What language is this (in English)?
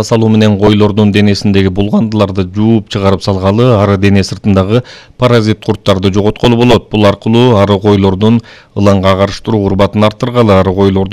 Kyrgyz